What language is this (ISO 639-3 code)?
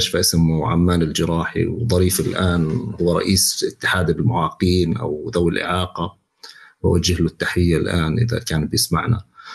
apc